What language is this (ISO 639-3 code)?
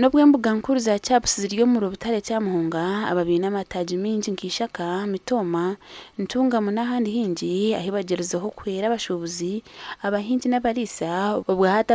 nyn